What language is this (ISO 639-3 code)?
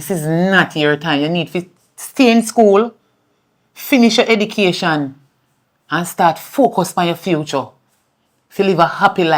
jam